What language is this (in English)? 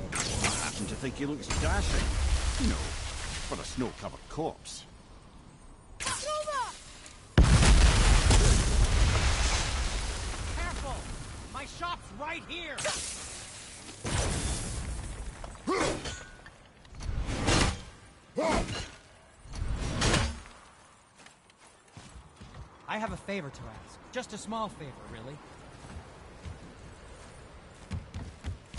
English